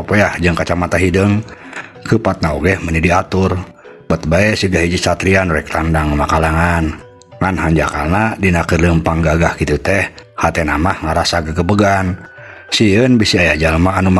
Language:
Sundanese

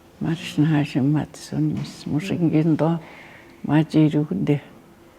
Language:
Atikamekw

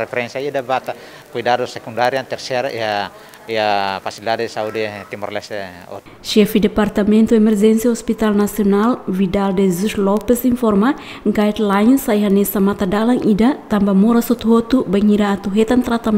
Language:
Tetum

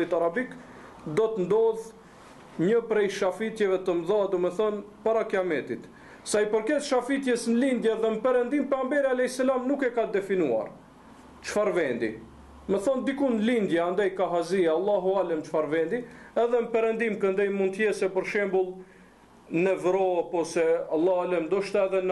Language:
Albanian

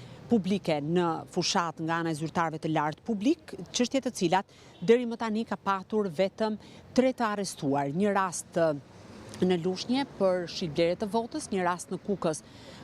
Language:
Albanian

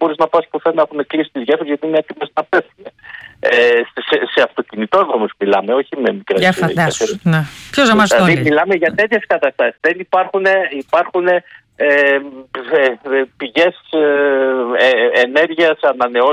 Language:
Greek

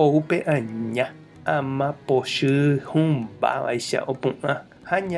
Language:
Guarani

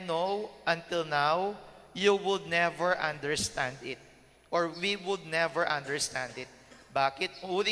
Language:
Pampanga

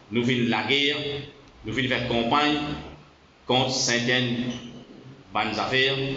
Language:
Morisyen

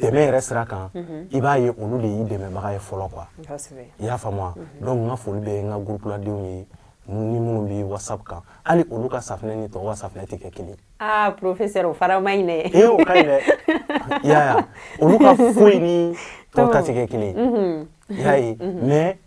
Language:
Bambara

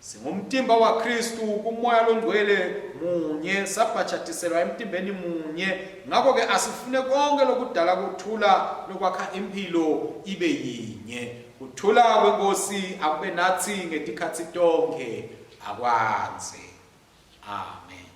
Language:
Swati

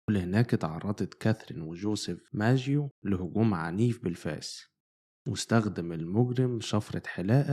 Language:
Egyptian Arabic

